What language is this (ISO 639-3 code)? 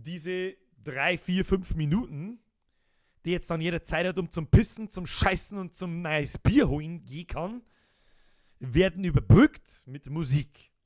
bar